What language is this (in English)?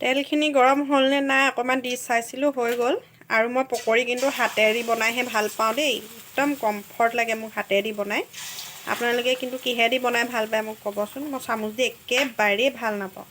Assamese